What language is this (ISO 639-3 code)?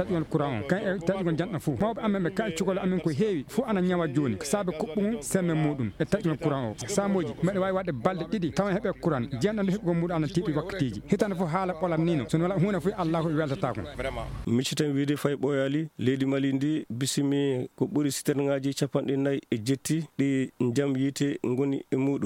ful